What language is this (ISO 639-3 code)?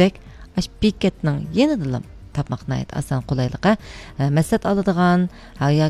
uig